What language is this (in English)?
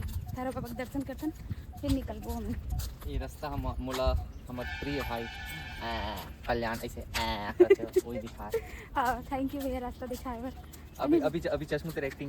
Chhattisgarhi